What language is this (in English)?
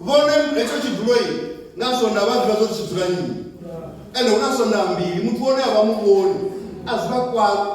Venda